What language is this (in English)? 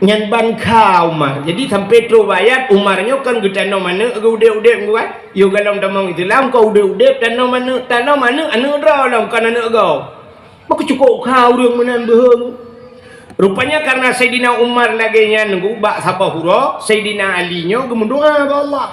Achinese